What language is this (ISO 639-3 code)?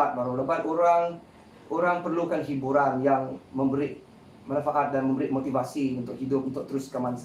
iba